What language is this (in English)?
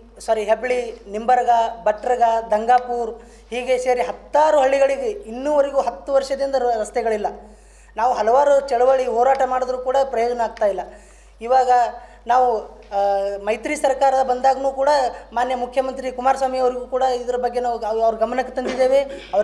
Kannada